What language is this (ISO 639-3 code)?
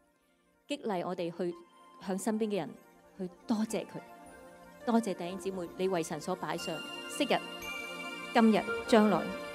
yue